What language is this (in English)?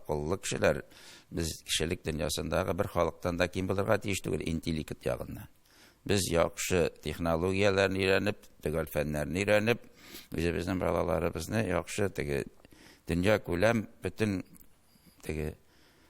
Tatar